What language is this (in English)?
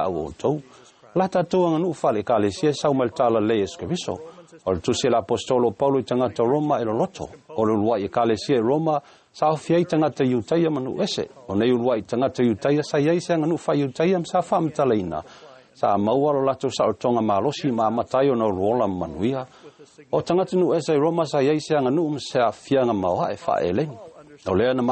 Samoan